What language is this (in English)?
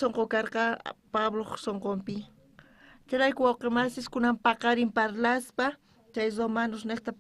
South Bolivian Quechua